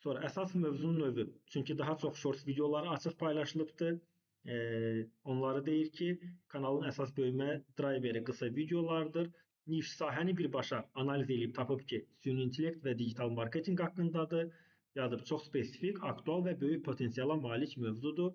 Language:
Azerbaijani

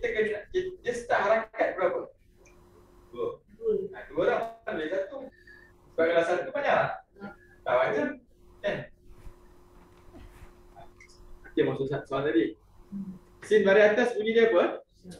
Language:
Malay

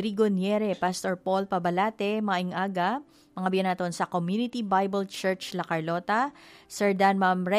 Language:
Hiligaynon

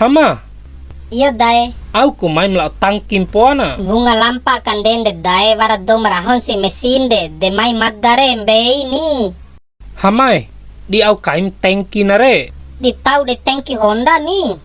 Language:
Bima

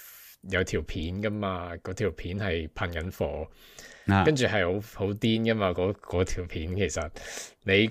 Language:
Cantonese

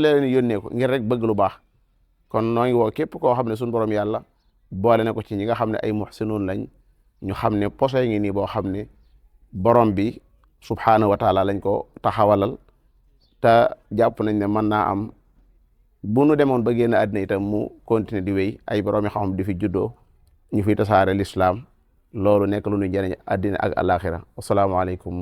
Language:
Wolof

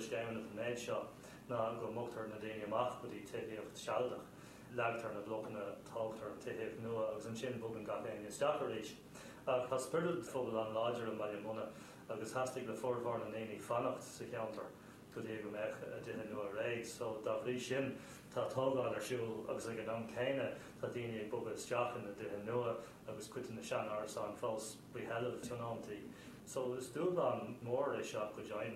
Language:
Irish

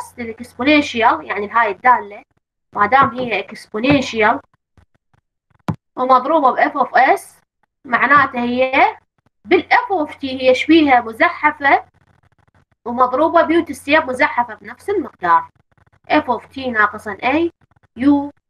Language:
Mesopotamian Arabic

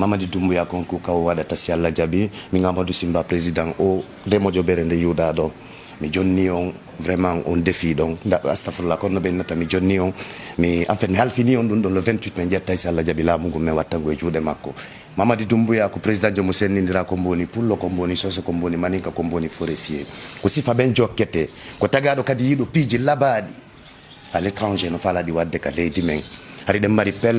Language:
Fula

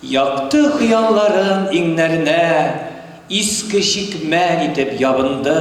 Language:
Tatar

